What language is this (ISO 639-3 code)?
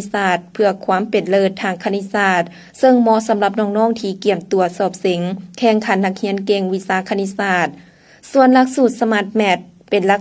lao